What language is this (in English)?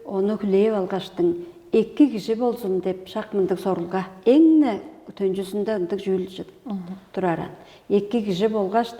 Tuvinian